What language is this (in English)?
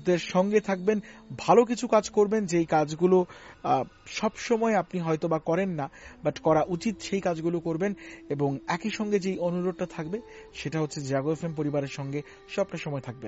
Bangla